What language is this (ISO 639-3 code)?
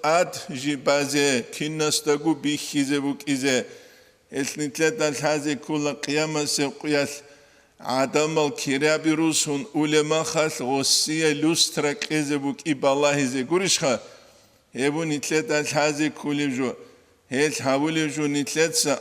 ava